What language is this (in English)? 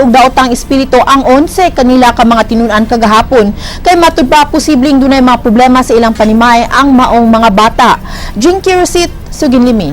Cebuano